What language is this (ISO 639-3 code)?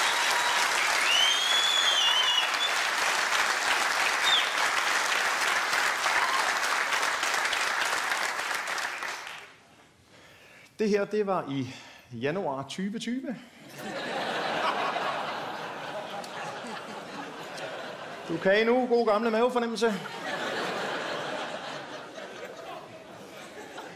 dan